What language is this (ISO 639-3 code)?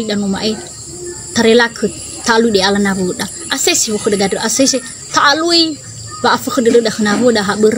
nia